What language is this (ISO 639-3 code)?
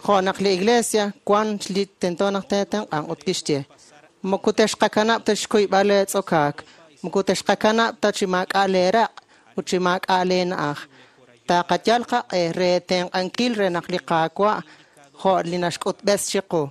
kek